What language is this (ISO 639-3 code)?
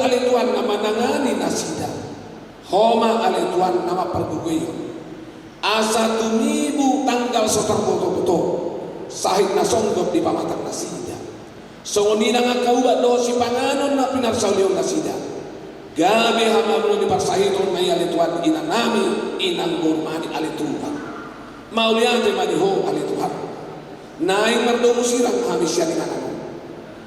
bbc